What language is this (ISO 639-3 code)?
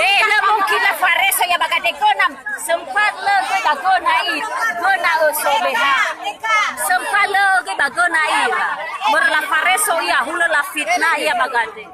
nia